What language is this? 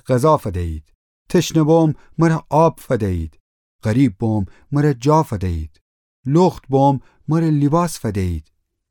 Gilaki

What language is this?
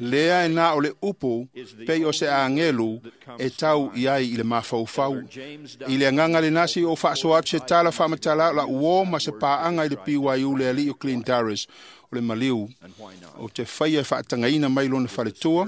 Samoan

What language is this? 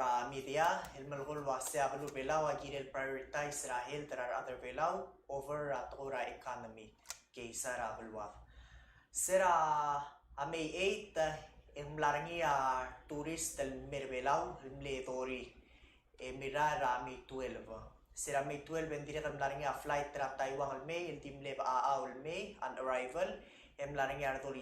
Palauan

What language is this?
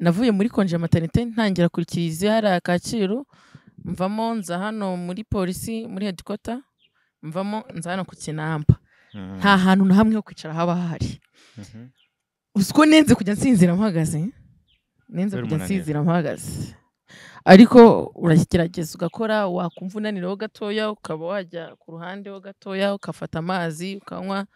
Kinyarwanda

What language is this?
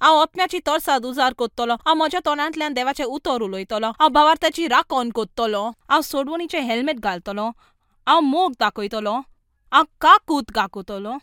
Konkani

